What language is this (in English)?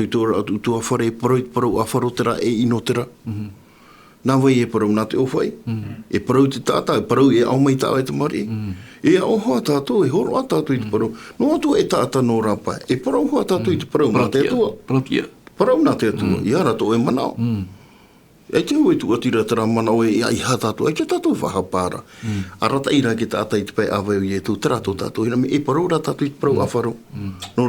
Tahitian